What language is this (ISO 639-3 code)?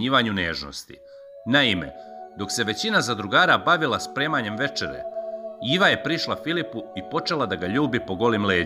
srp